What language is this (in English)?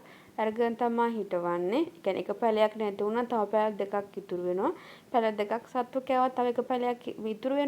Sinhala